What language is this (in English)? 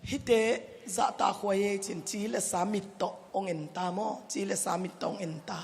Tedim Chin